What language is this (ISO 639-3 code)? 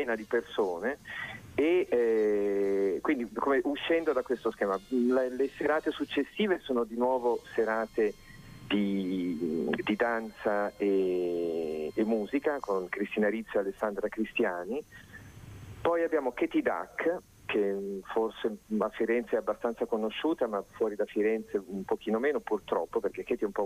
ita